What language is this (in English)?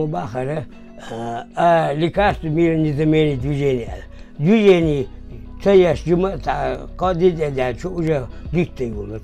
Chechen